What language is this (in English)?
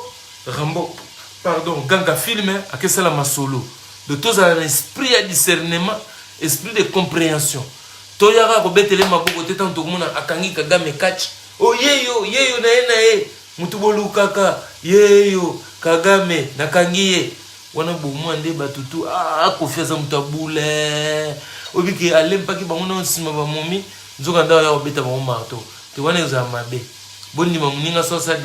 Lingala